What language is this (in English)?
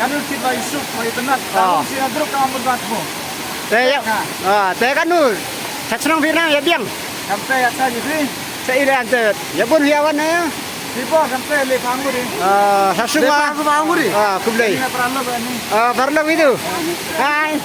Khasi